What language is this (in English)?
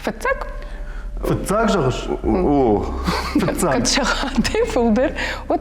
Ossetic